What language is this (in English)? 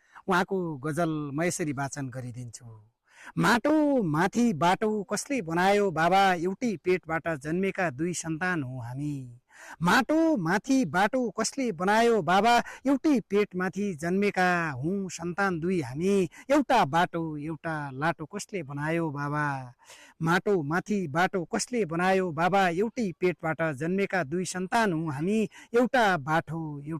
Nepali